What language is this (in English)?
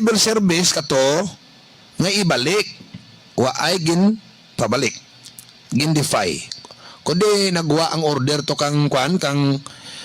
Hiligaynon